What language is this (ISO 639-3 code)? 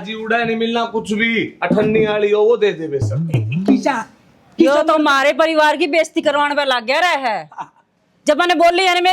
bgc